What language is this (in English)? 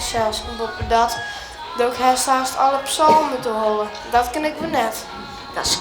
Western Frisian